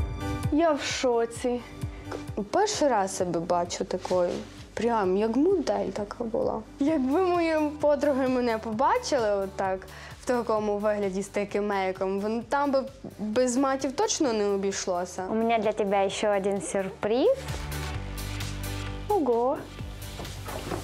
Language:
Ukrainian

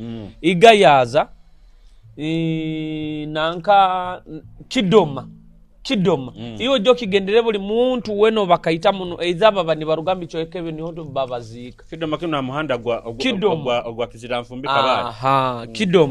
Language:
Nyoro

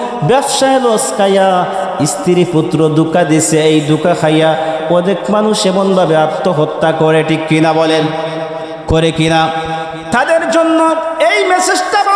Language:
Sylheti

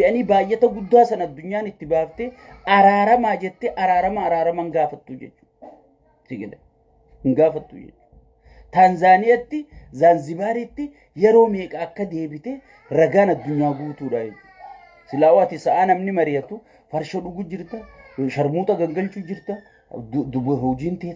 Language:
Oromo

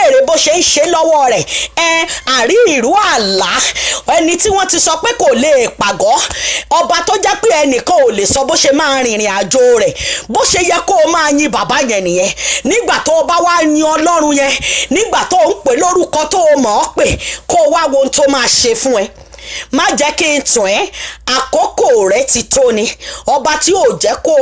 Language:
Yoruba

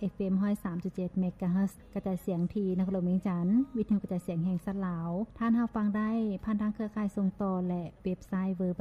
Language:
Lao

